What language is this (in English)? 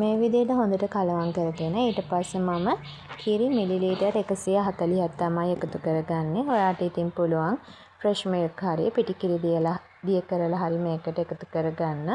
Sinhala